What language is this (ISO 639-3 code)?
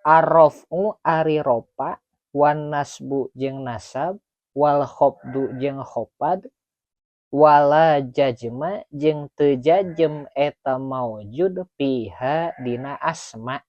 sun